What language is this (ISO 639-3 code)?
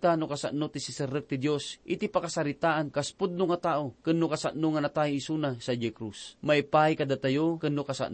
ilo